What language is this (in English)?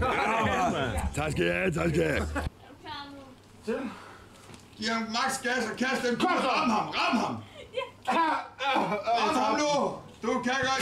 Danish